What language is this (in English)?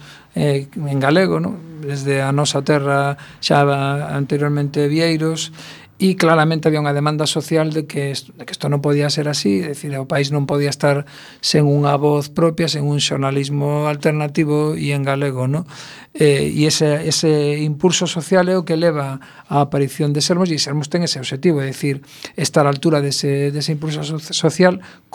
Galician